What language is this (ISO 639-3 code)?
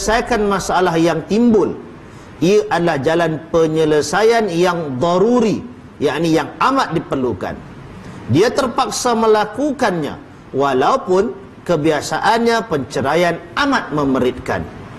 msa